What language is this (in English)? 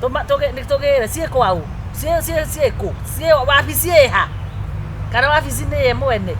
Kikuyu